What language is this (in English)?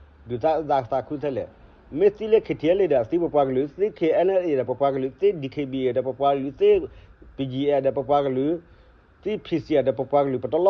S'gaw Karen